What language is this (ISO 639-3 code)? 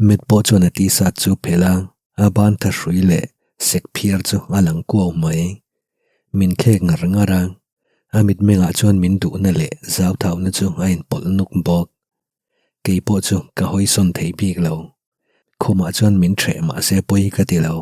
lus